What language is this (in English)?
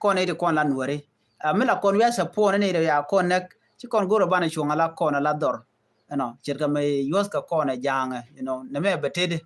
Nuer